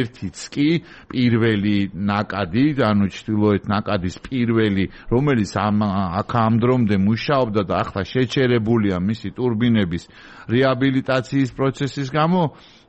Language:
Georgian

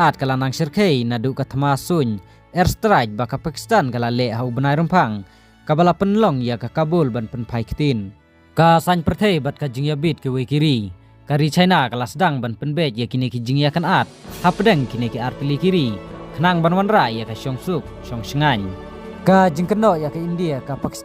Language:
Khasi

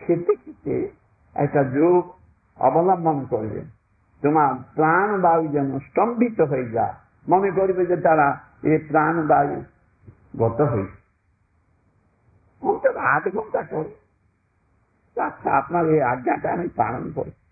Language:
Bangla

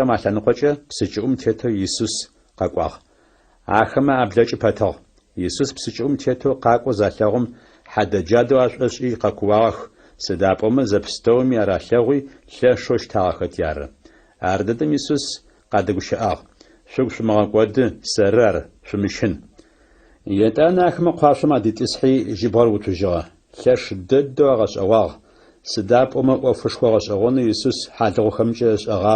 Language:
Adyghe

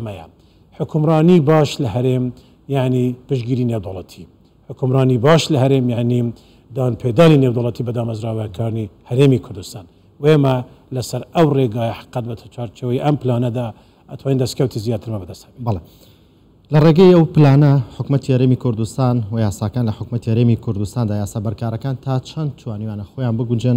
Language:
Central Kurdish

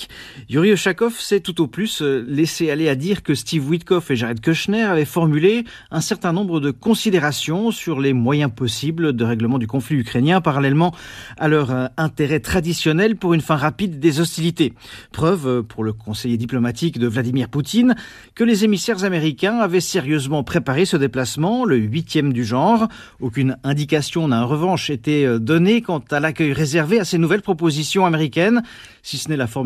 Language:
French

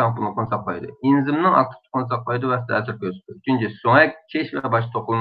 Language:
Uyghur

